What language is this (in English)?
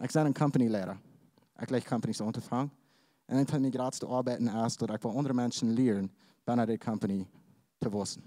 Plautdietsch